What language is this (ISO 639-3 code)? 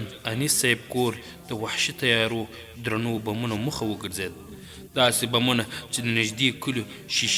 pus